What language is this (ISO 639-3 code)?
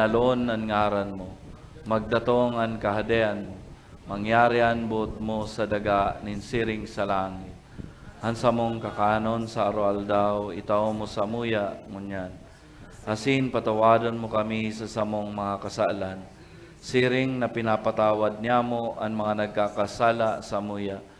bik